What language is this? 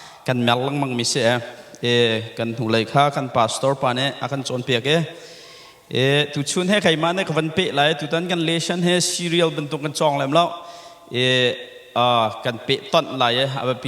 Hakha Chin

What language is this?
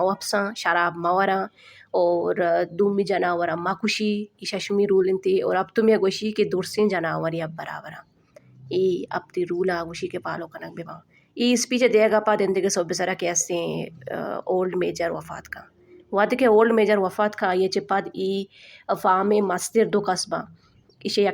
Baluchi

